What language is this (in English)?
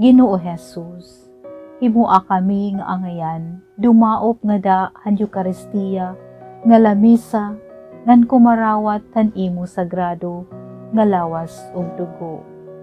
Waray